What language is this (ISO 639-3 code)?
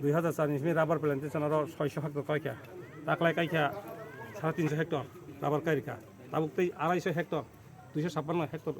trp